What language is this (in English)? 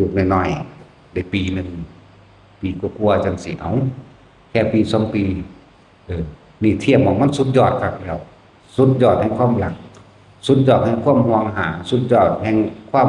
Northeastern Thai